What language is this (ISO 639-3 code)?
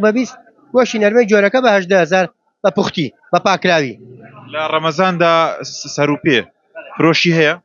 ckb